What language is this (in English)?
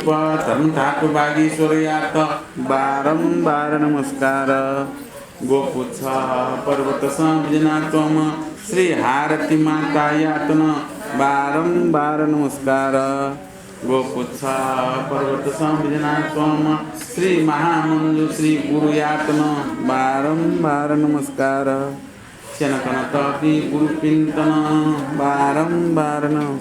Newari